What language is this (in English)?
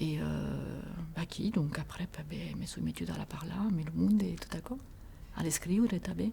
Occitan